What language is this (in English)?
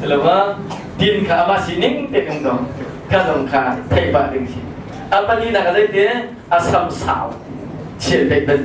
Hakha Chin